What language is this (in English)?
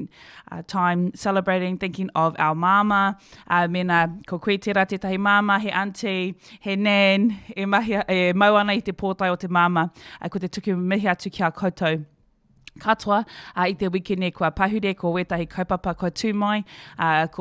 Māori